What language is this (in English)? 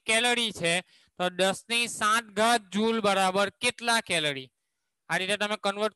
Gujarati